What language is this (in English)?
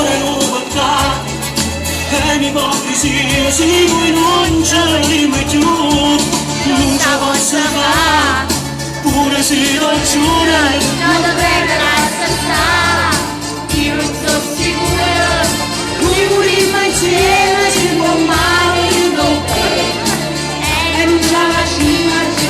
Neapolitan